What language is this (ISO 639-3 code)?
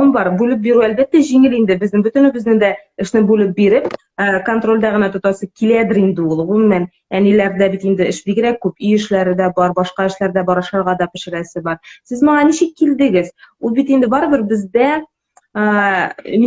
tat